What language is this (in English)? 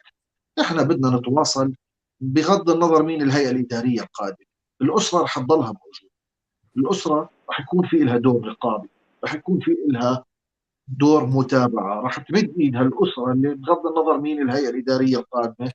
North Levantine Arabic